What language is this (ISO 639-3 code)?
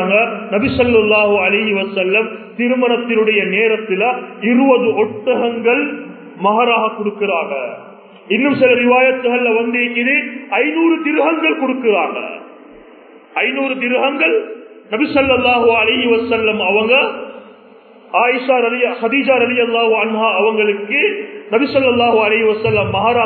tam